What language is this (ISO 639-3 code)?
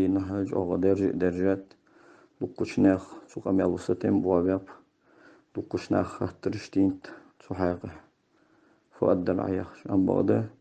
inh